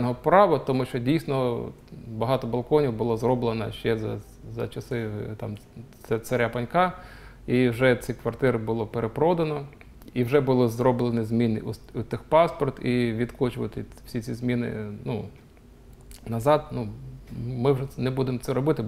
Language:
Ukrainian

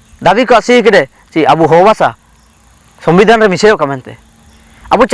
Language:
Ho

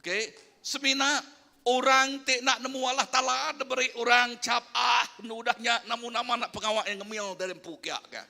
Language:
Iban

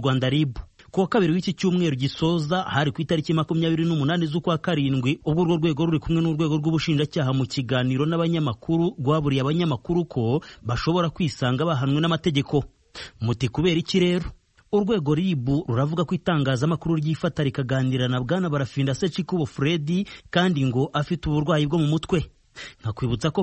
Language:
Kinyarwanda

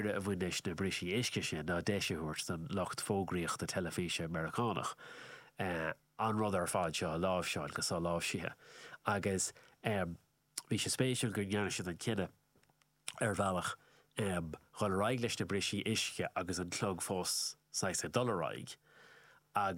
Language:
Irish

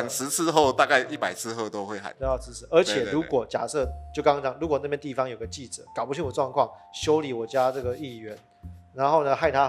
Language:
Chinese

